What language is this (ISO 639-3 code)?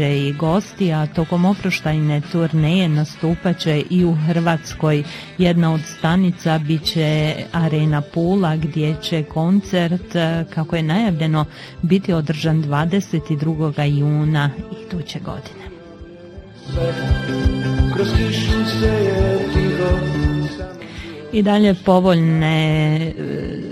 bos